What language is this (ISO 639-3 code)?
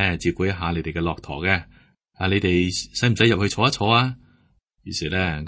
yue